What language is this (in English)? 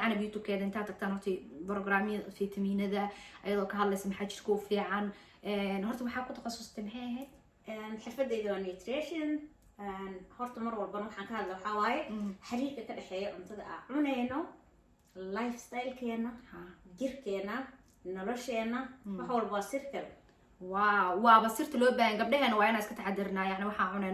Somali